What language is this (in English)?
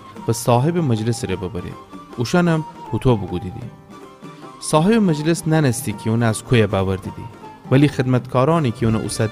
Gilaki